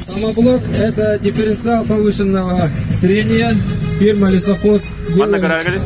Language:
Yakut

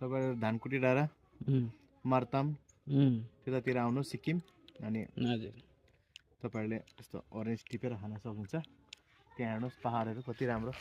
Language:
Nepali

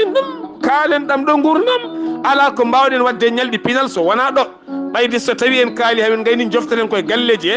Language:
Fula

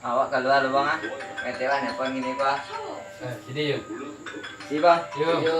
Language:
Minangkabau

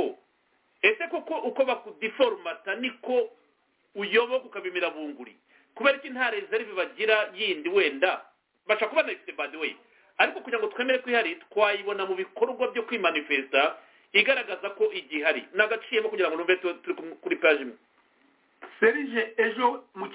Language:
Kinyarwanda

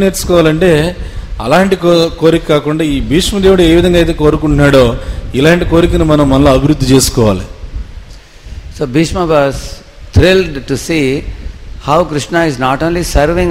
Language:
Telugu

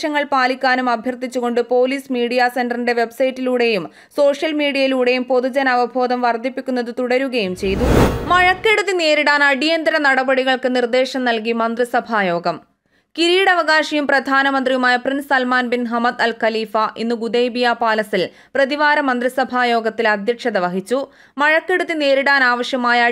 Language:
Malayalam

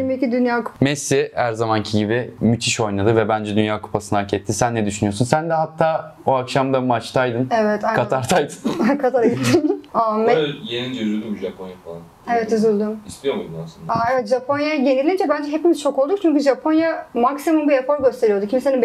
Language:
Turkish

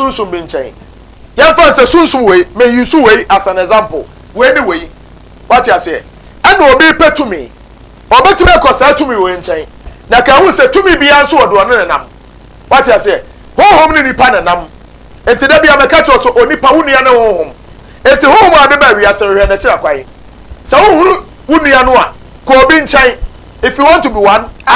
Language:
Akan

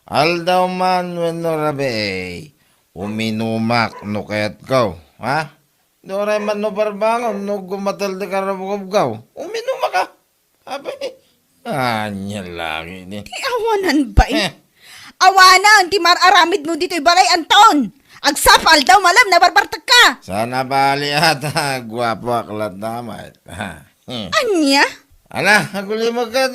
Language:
Iloko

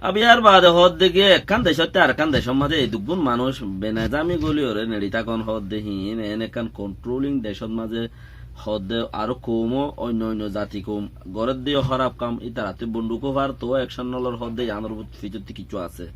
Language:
Rohingya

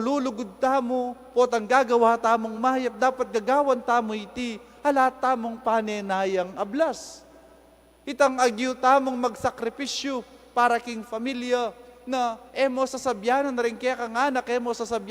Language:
Pampanga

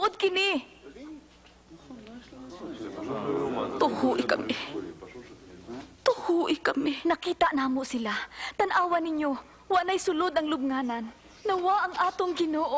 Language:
Cebuano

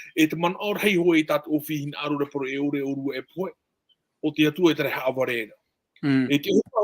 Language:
Tahitian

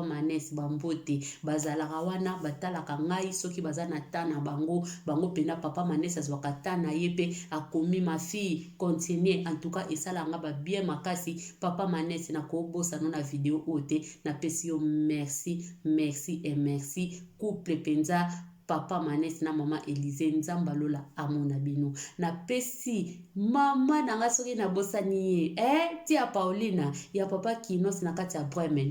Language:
Lingala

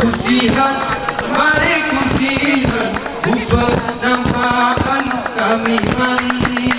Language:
Gayo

